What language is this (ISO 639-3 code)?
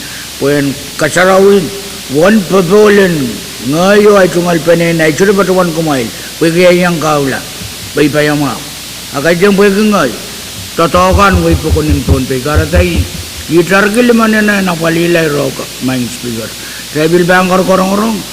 pon